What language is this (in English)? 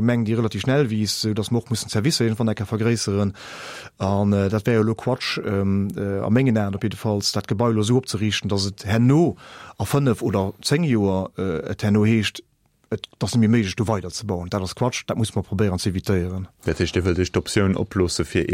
Luxembourgish